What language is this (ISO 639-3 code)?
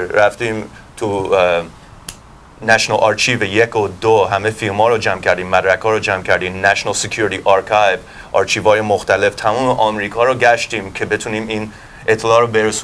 fas